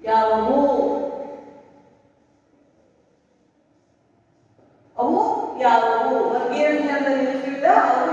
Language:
Kannada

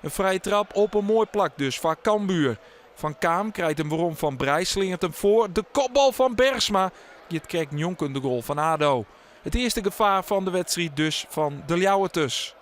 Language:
Western Frisian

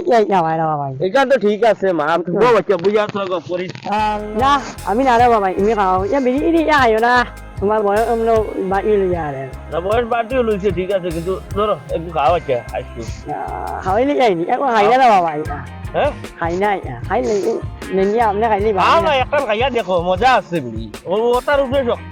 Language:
Sylheti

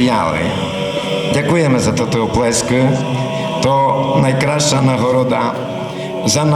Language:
Rusyn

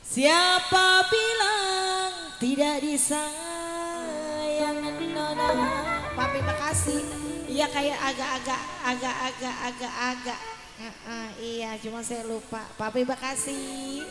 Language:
Betawi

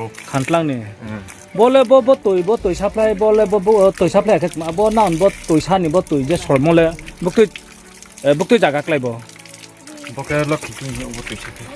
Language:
Riang (India)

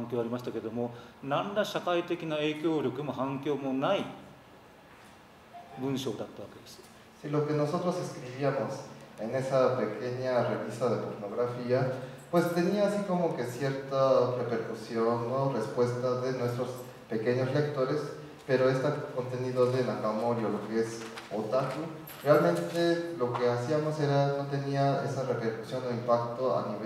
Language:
Spanish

